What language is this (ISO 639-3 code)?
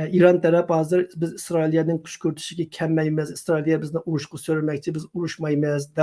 uig